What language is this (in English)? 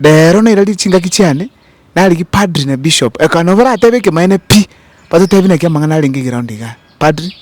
Gusii